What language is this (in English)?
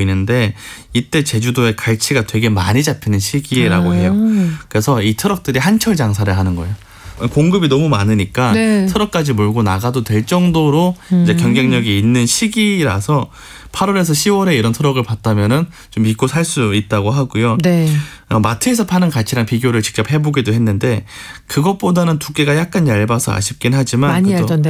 Korean